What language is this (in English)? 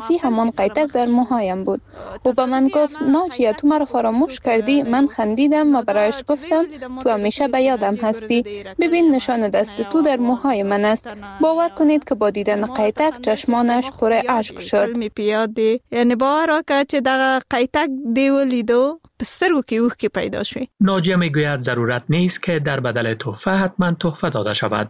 Persian